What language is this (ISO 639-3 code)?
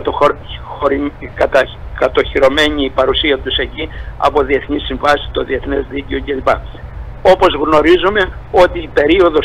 ell